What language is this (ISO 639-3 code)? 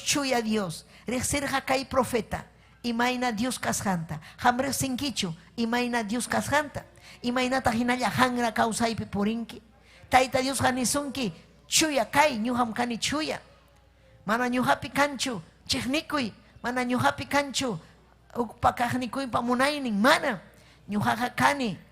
quy